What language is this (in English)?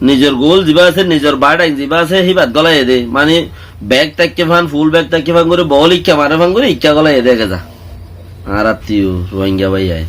Rohingya